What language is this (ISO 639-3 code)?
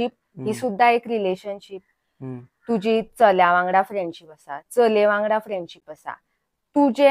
kok